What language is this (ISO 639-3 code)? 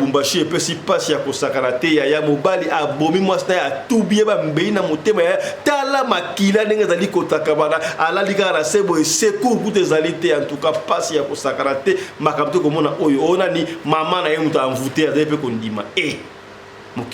lin